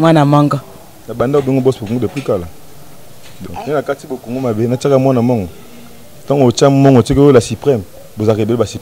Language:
Lingala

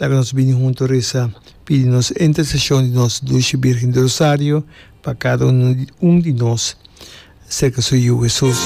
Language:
Papiamento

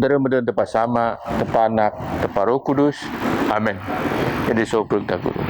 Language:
Biatah Bidayuh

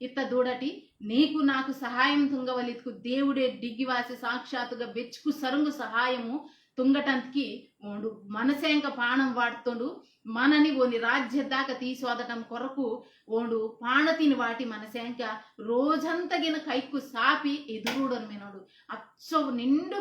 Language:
Koya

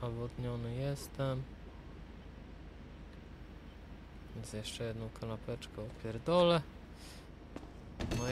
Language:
Polish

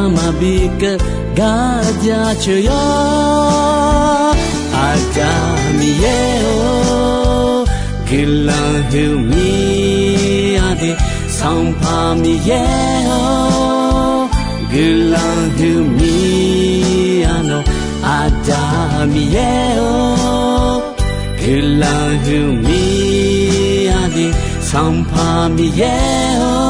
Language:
Akha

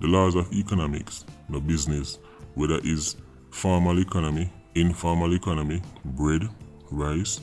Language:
Jamaican Creole English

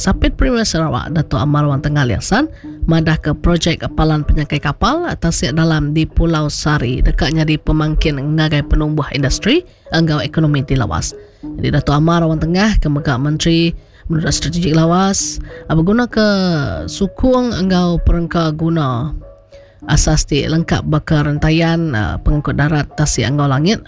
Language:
Iban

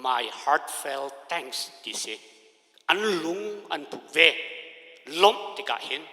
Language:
Hakha Chin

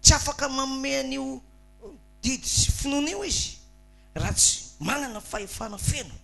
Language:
Malagasy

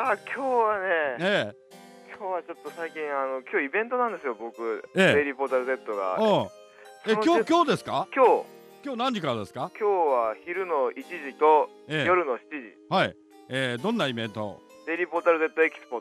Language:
Japanese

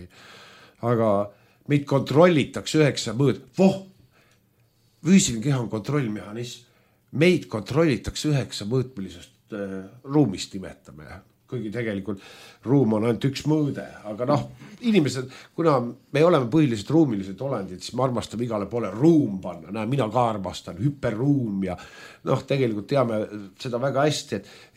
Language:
Estonian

